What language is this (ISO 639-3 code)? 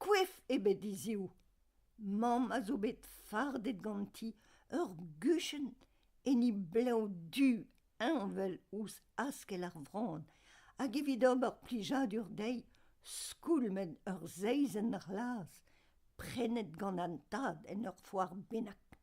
bre